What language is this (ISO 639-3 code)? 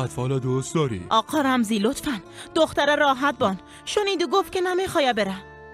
fas